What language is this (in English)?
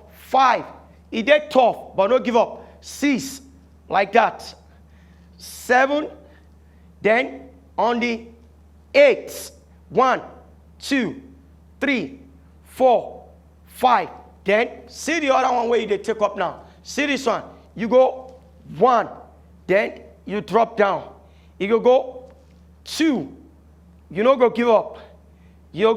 Nigerian Pidgin